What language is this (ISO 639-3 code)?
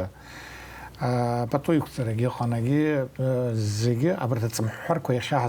abk